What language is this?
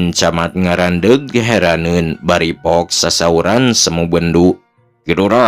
Sundanese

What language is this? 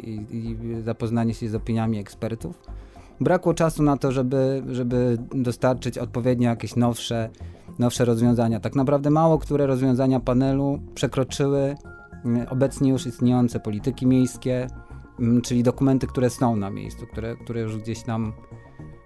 Polish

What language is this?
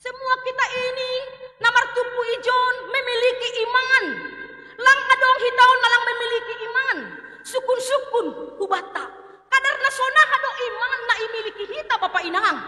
Batak Simalungun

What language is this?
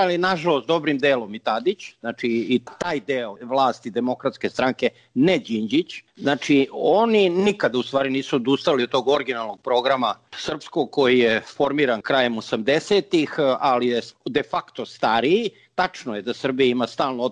Serbian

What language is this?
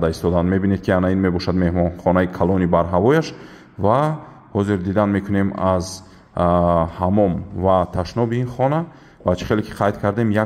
Tajik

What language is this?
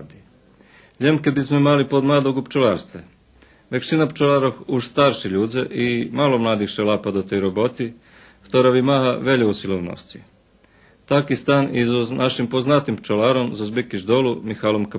Rusyn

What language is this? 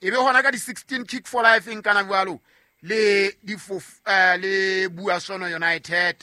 Southern Sotho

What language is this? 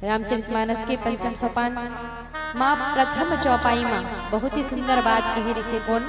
Chhattisgarhi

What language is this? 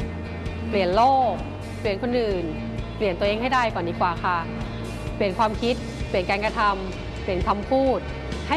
Thai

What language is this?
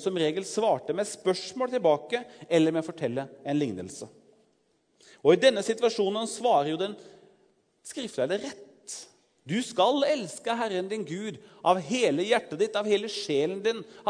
Norwegian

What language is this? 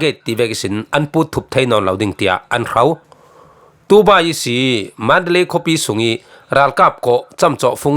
Falam Chin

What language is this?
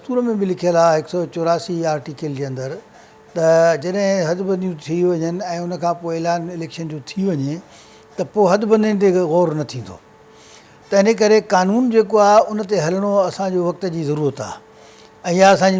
Sindhi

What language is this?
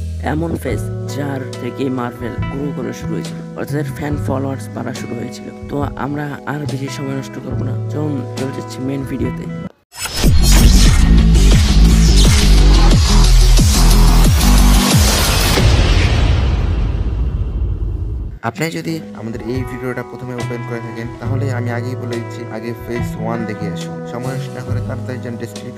Bangla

